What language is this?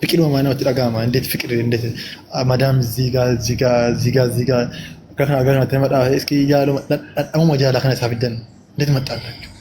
Oromo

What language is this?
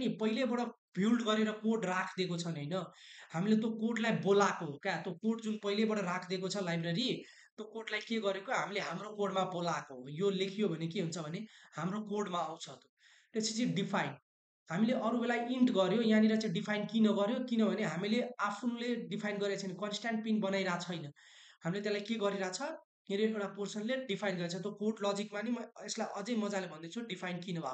Nepali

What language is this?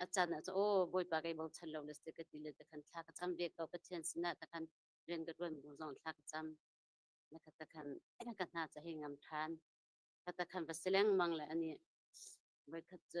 Hakha Chin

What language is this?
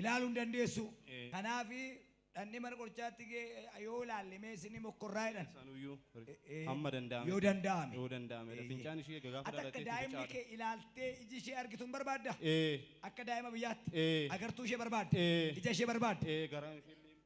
Oromo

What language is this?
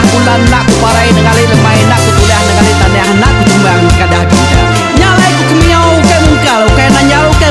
Iban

